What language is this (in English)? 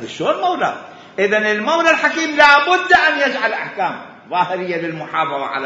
Mesopotamian Arabic